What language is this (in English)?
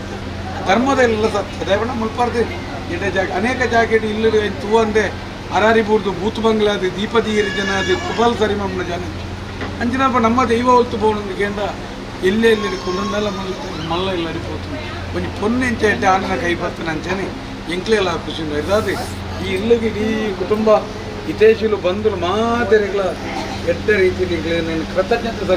Tulu